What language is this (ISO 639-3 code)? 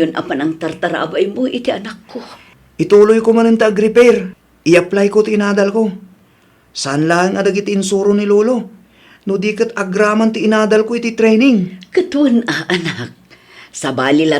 ilo